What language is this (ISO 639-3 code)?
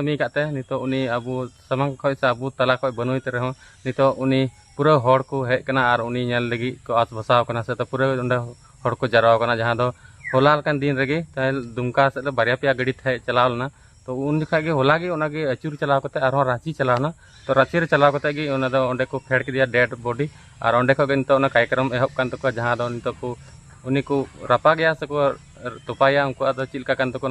sat